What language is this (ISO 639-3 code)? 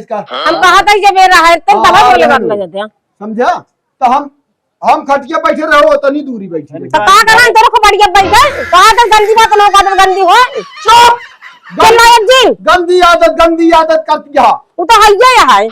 awa